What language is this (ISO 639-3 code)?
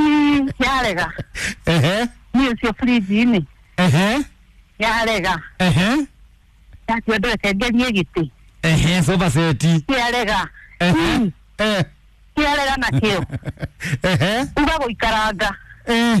kik